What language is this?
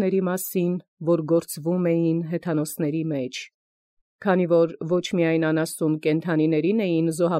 Armenian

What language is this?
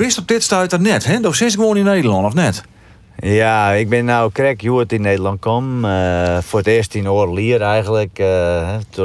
Western Frisian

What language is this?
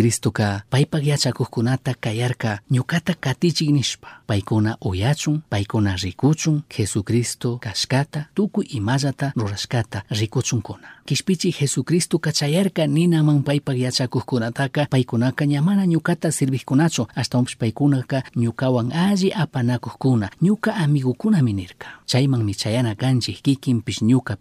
Chimborazo Highland Quichua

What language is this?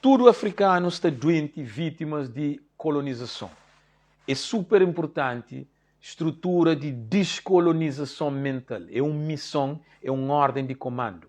Kabuverdianu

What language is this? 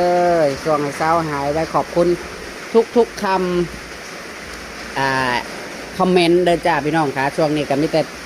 Northeastern Thai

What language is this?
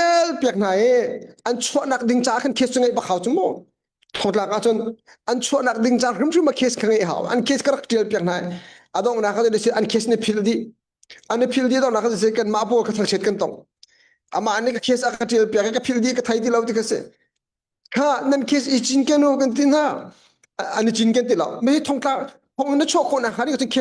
Hakha Chin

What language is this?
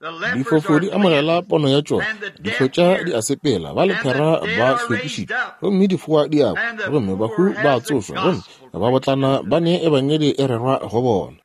Northern Sotho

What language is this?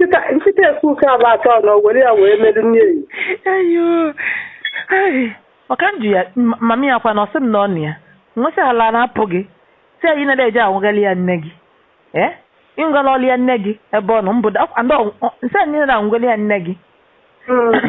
Igbo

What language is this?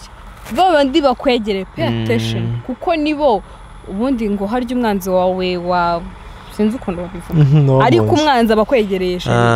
Kinyarwanda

